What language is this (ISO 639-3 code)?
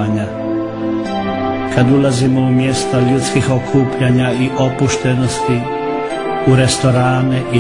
hrv